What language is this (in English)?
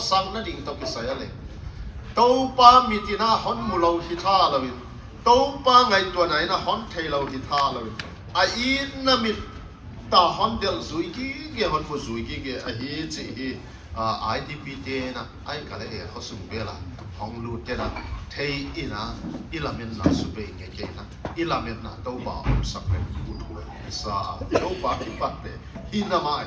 Paite Chin